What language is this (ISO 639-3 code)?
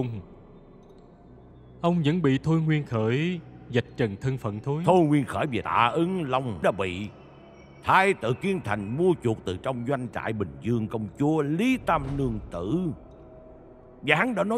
vie